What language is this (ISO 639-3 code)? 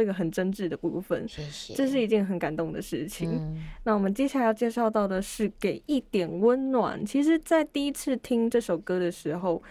zho